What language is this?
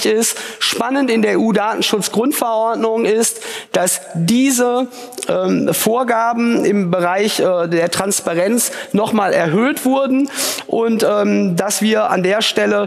German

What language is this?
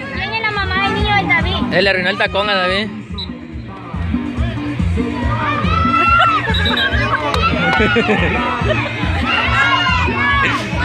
Spanish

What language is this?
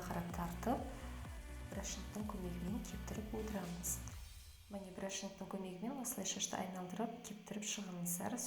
Kazakh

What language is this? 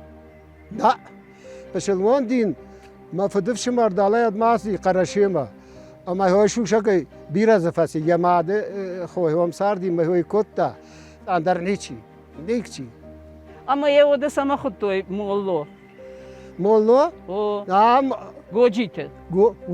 Ossetic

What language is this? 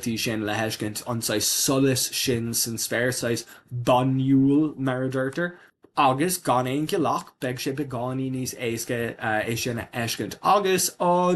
Irish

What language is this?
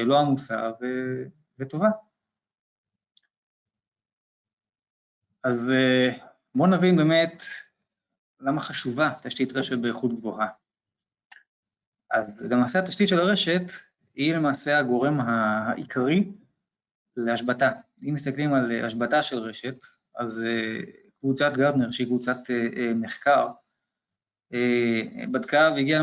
Hebrew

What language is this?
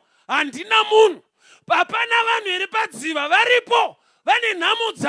Shona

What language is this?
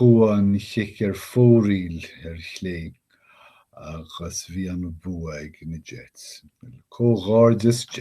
Irish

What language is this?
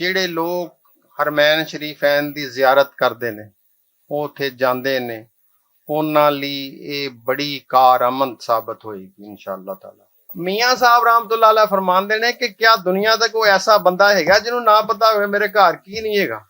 Western Panjabi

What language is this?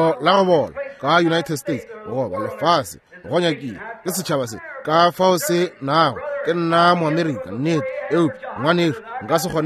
Northern Sotho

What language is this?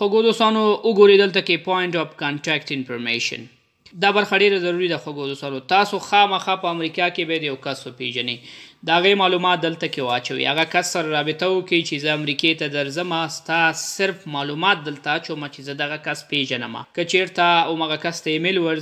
Pashto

